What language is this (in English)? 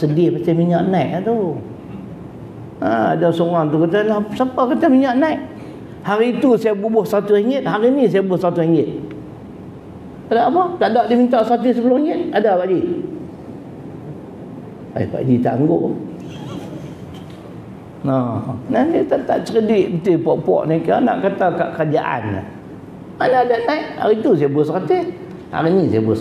Malay